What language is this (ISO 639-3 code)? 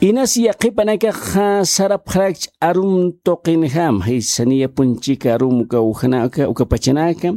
aym